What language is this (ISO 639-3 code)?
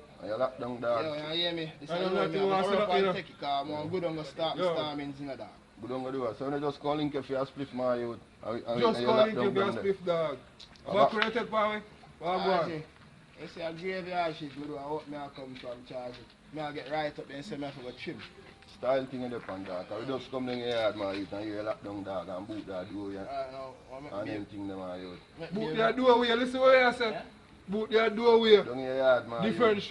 jam